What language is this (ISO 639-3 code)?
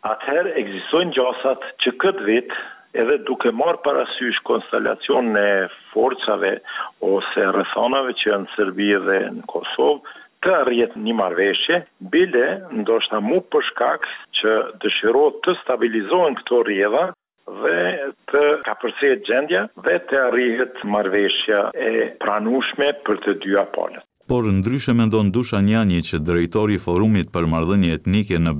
sqi